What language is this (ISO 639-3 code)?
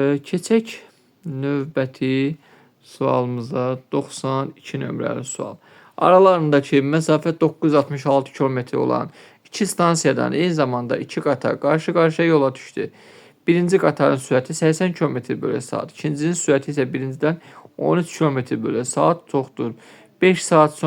aze